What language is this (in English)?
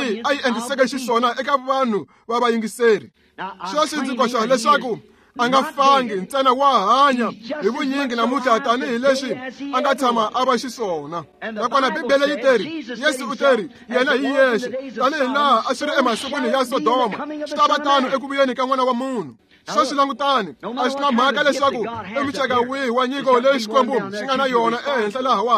Tsonga